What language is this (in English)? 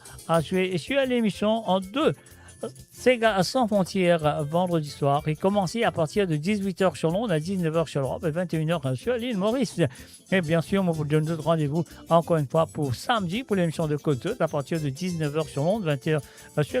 Morisyen